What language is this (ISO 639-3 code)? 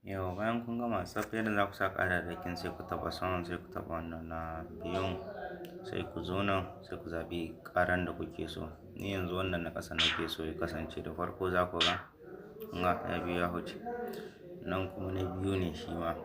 hau